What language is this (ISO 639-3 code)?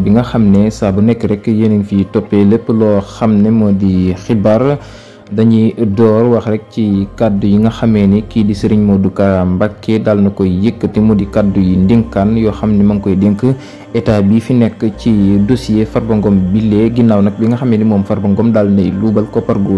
wol